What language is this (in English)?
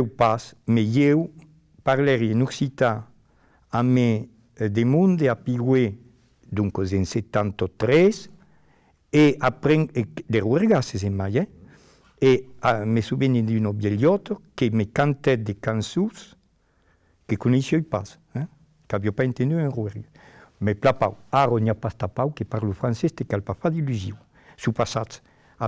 Occitan